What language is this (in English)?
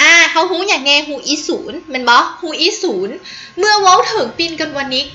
Lao